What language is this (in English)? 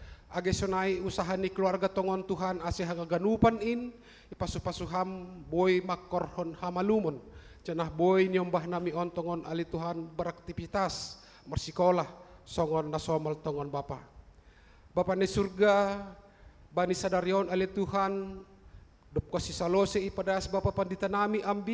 Batak Simalungun